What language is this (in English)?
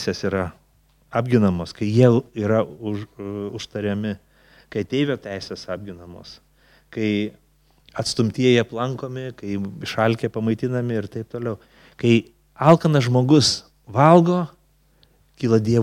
Lithuanian